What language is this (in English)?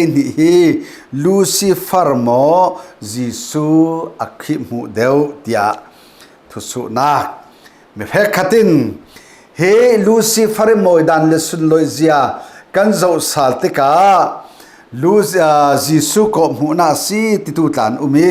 Falam Chin